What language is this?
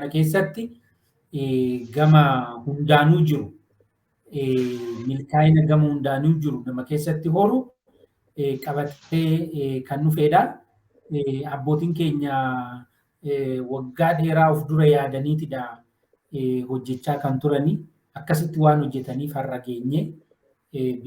Oromo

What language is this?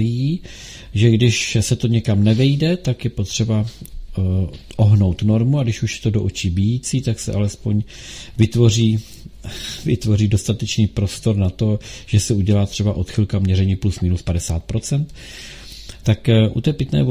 Czech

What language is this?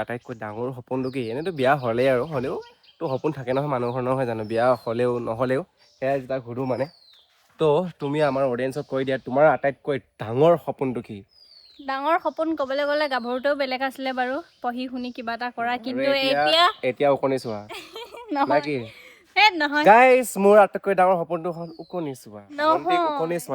Assamese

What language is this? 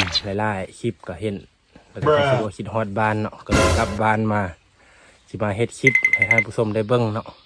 Lao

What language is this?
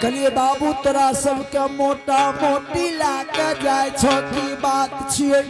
Angika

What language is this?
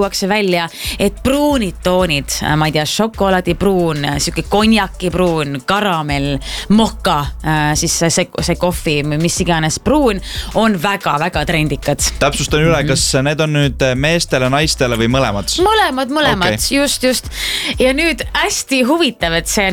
Estonian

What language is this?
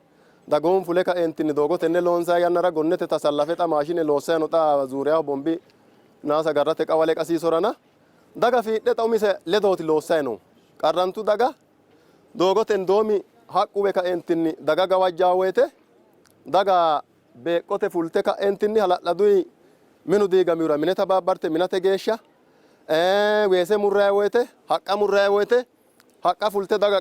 Sidamo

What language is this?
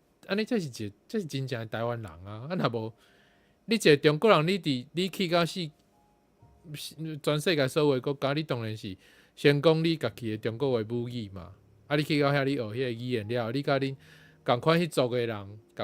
Min Nan Chinese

